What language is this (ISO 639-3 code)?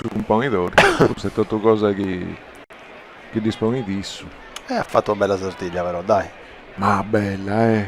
srd